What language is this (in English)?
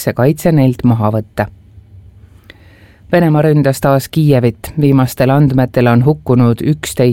Estonian